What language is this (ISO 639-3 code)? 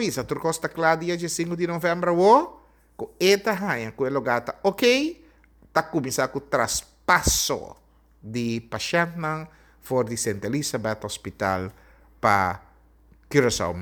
pap